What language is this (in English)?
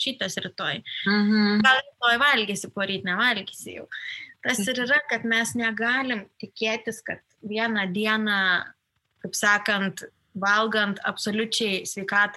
Lithuanian